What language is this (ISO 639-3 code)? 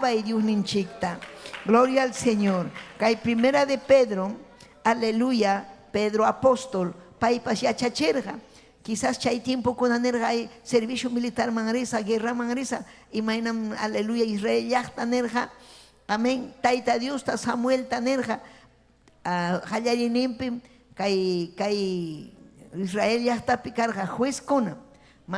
quy